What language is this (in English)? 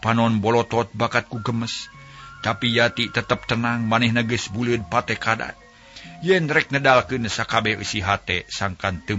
Sundanese